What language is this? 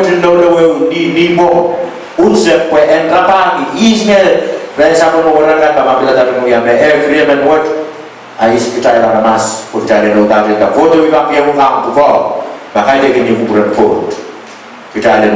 Pohnpeian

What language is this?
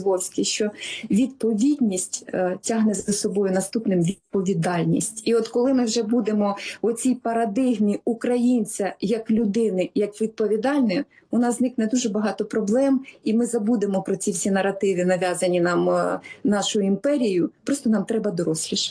Ukrainian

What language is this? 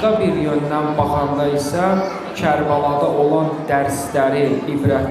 Azerbaijani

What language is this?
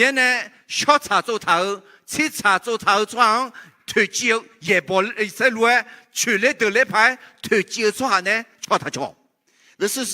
Akha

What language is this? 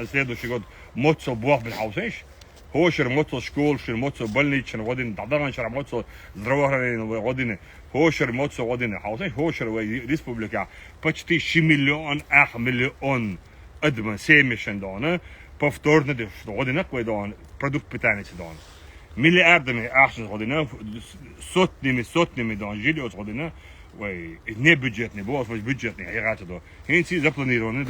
Chechen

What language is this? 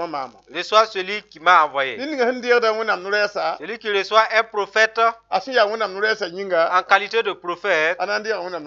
Mossi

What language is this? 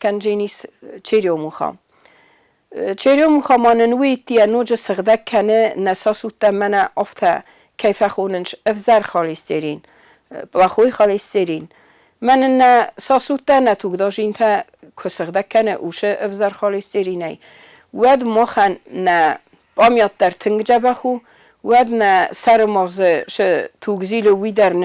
Ossetic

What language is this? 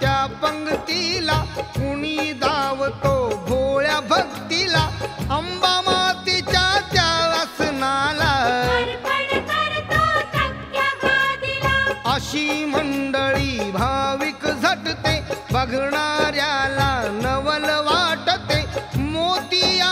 Marathi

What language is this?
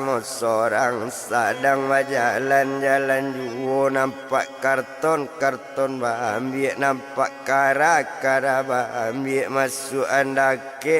Minangkabau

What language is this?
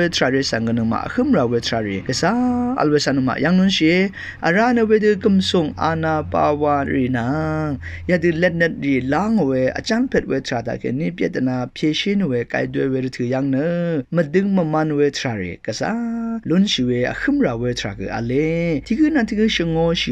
Rawang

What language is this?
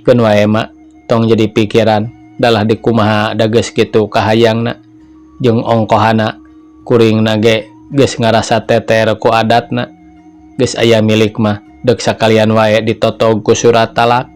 Sundanese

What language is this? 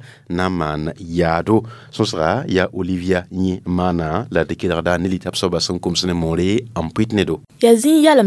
Mossi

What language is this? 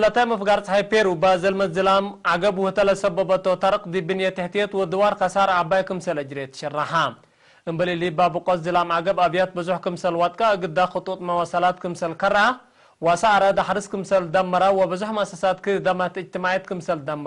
Tigre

